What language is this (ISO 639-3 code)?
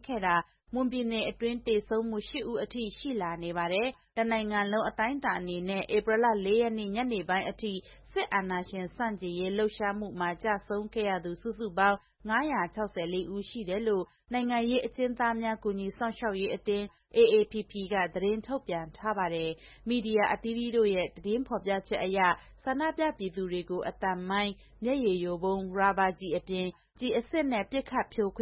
mya